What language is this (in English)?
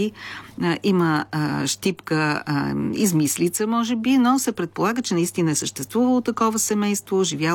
Bulgarian